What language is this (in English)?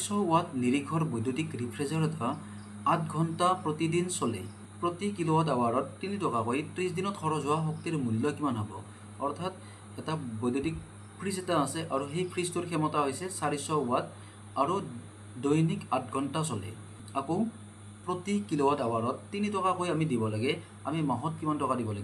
Assamese